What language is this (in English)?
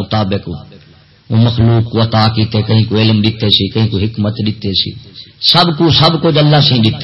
Saraiki